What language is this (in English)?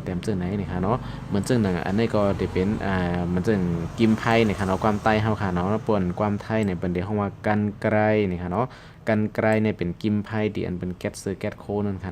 Shan